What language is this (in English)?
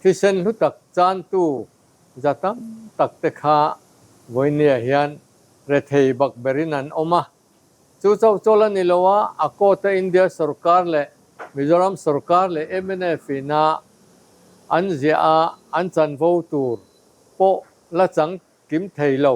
Mizo